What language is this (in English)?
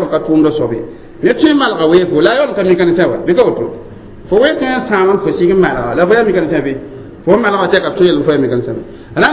Mossi